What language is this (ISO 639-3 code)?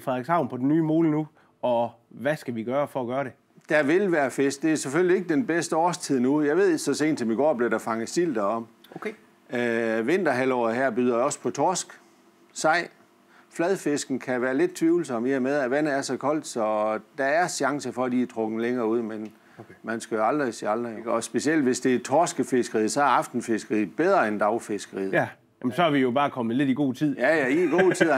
dan